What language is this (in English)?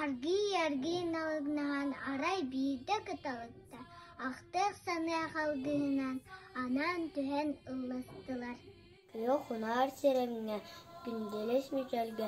Yakut